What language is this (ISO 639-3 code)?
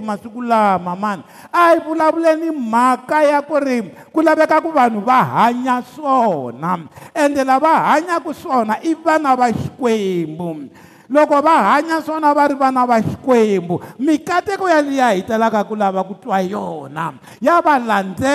tso